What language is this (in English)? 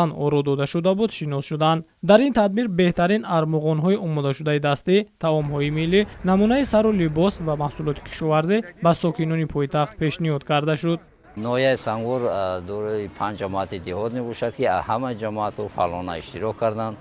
Tajik